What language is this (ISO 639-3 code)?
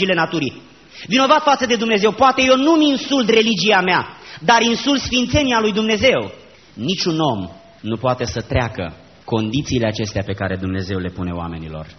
ron